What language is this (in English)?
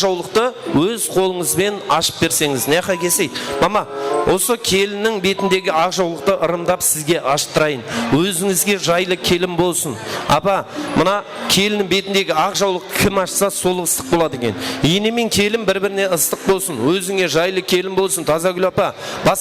Kara-Kalpak